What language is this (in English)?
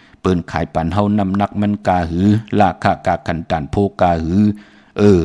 Shan